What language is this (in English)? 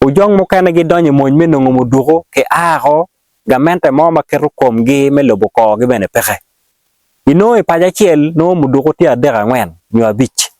Acoli